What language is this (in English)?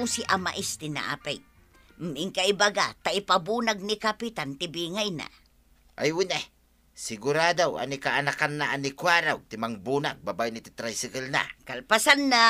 Iloko